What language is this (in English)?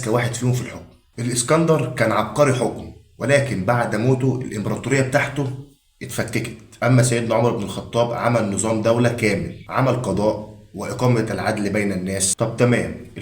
Egyptian Arabic